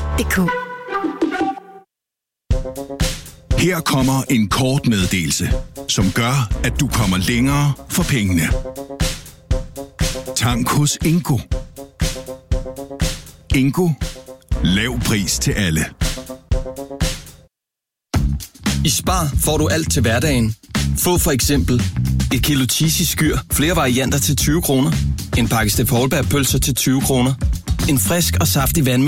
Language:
Danish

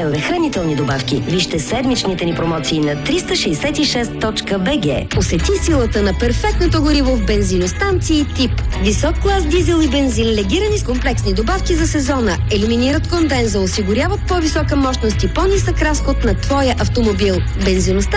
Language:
Bulgarian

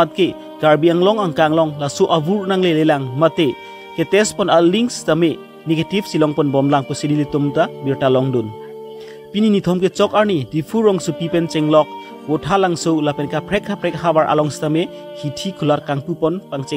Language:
Karbi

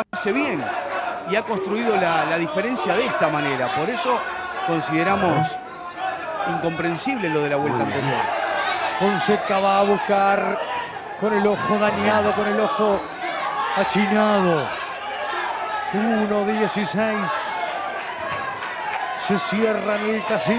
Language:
Spanish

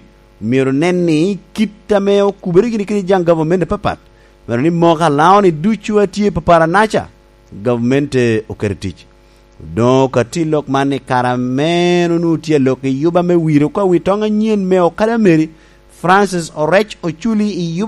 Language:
Lango (Uganda)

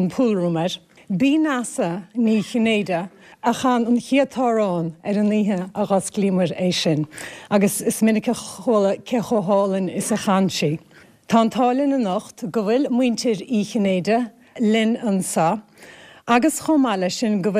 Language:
Irish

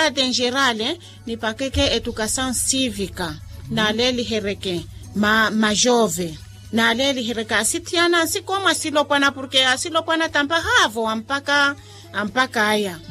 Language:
Makhuwa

